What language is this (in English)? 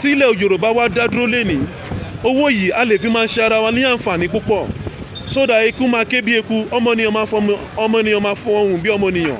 Yoruba